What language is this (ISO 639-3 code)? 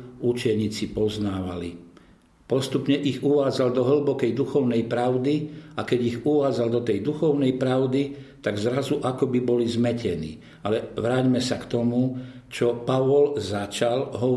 slk